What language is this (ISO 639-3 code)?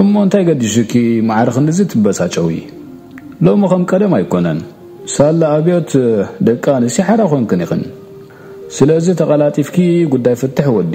tir